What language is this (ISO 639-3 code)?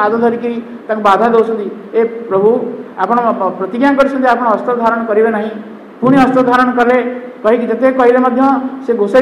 ori